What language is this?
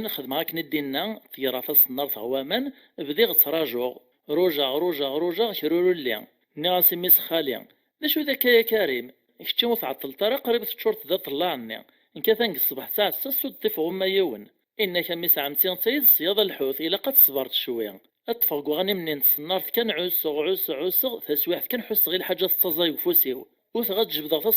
Kabyle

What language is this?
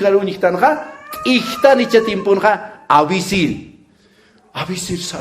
Aymara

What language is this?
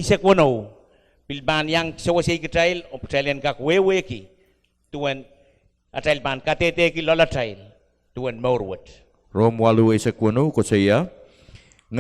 Pohnpeian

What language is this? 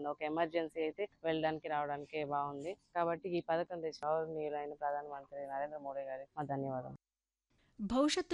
Telugu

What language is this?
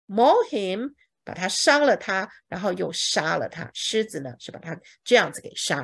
Chinese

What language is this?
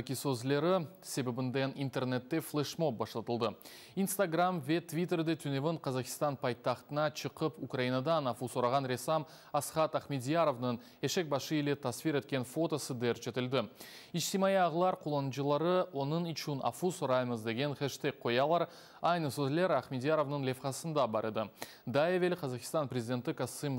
Crimean Tatar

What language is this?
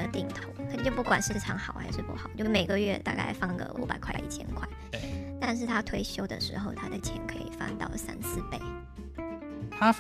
Chinese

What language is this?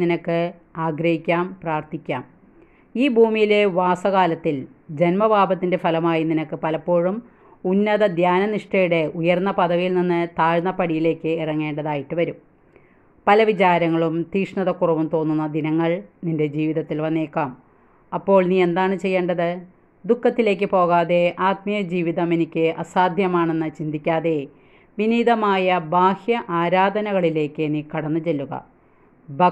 Malayalam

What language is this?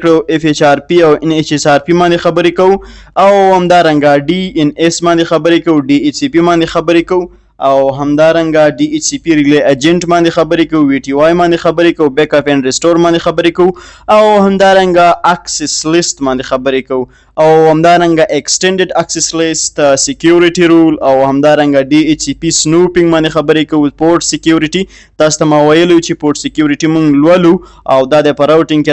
Pashto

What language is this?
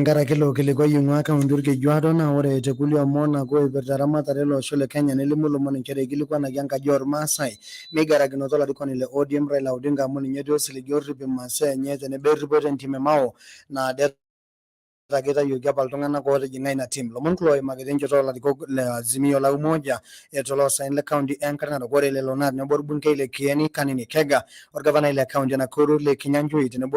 Masai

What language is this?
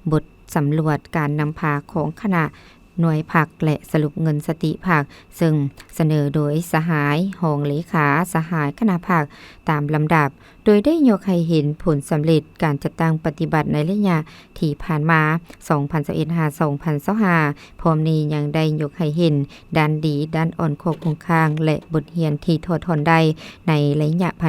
Lao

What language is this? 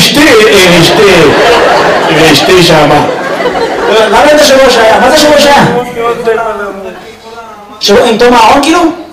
Hebrew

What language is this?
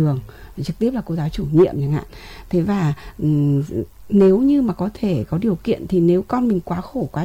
Vietnamese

